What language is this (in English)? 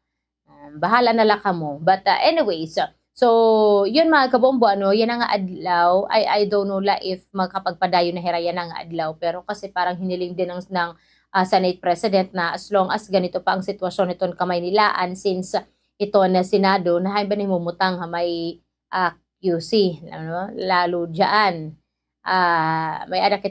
Waray